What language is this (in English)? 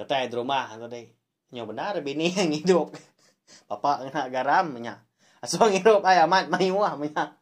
Iban